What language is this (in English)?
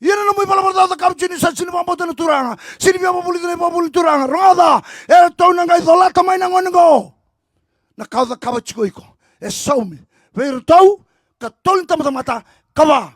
Fijian